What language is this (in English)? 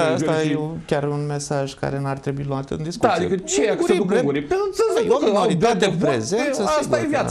Romanian